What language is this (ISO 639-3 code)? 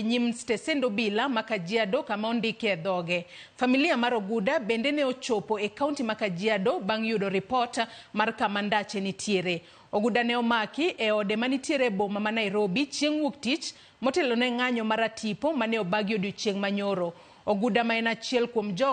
luo